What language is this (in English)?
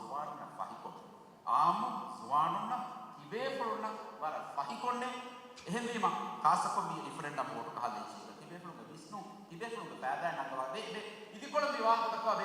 Divehi